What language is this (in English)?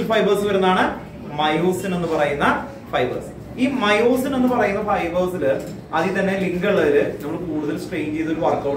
Malayalam